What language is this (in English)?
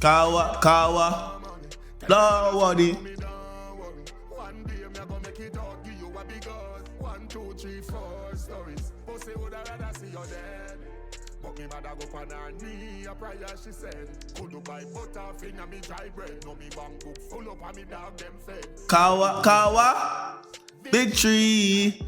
Jamaican Creole English